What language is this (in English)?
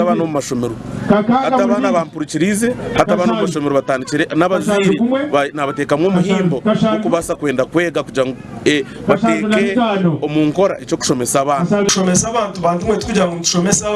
Nyankole